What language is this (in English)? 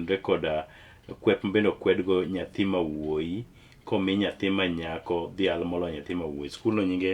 Luo (Kenya and Tanzania)